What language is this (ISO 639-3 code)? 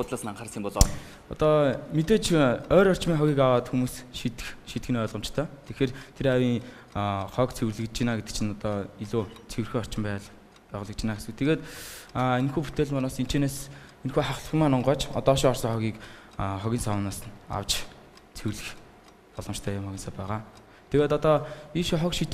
mon